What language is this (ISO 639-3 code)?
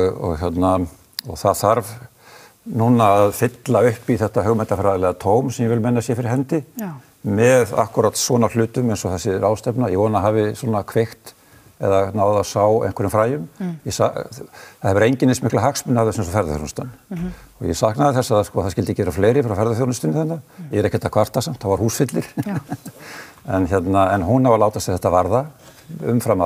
isl